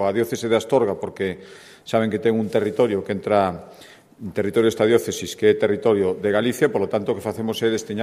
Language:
Galician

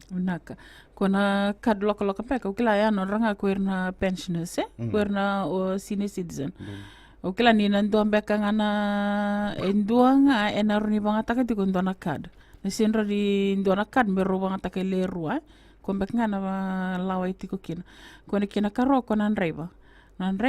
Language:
Fijian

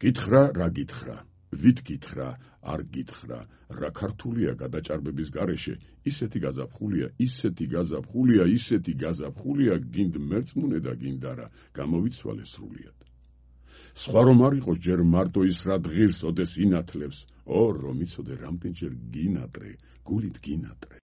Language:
Georgian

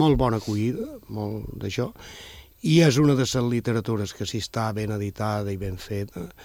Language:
Catalan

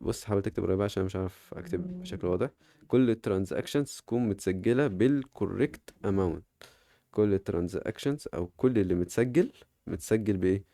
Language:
Egyptian Arabic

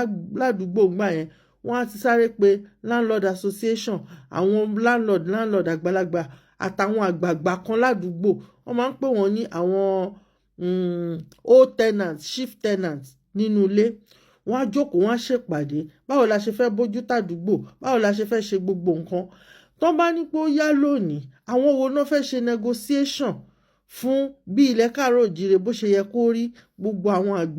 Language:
Yoruba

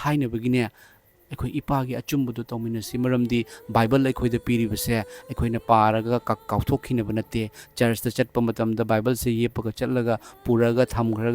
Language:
Manipuri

